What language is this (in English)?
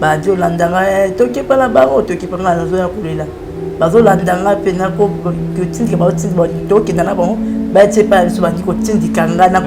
Lingala